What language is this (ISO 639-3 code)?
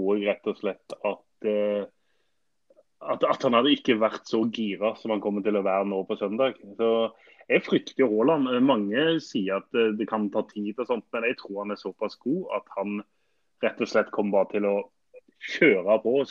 nor